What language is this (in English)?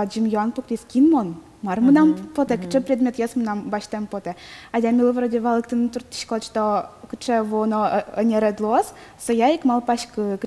Udmurt